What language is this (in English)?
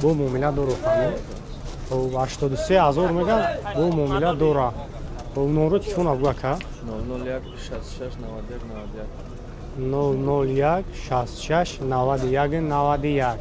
Tajik